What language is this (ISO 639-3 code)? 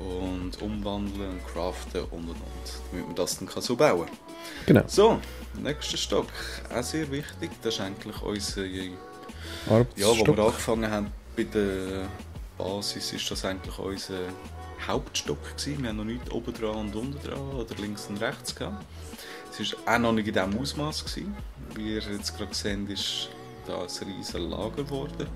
gsw